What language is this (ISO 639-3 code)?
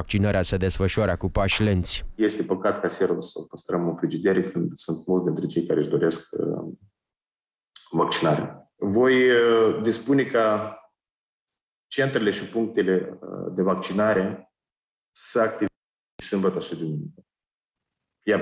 ron